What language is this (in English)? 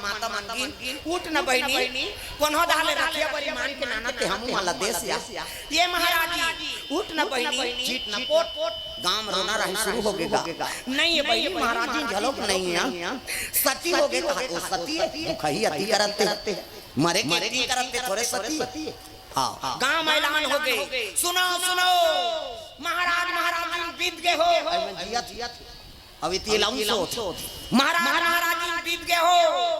Chhattisgarhi